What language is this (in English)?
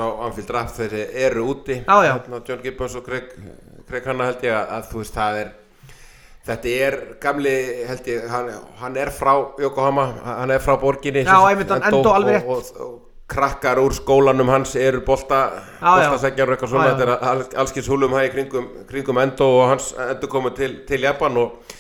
Icelandic